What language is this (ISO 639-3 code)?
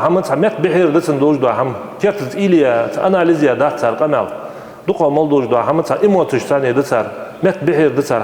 inh